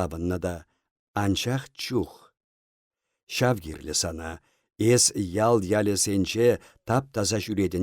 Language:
Chuvash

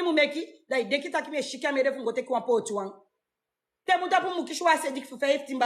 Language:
Sranan Tongo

